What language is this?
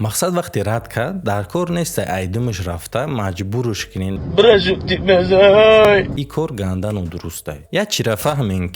Tajik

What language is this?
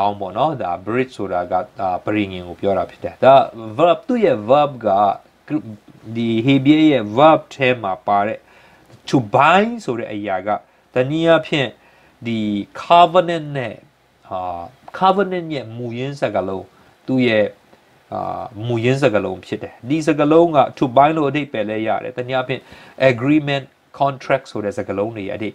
Burmese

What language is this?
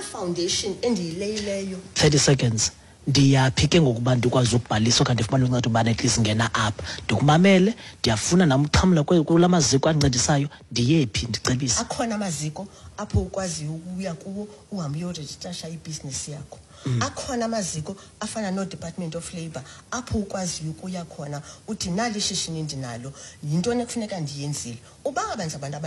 Xhosa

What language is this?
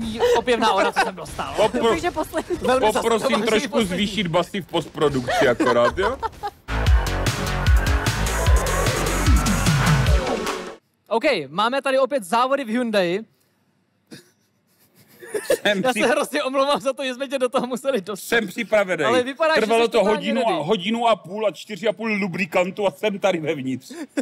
Czech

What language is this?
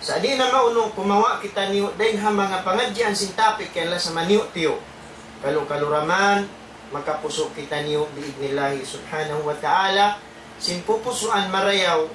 Tausug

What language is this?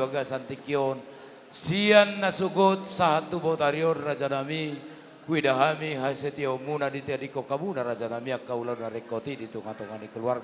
Batak Toba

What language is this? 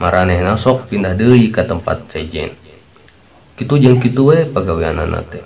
Sundanese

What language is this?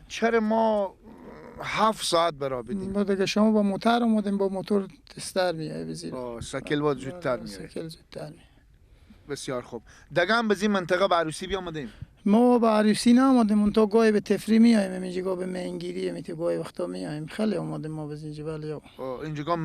Persian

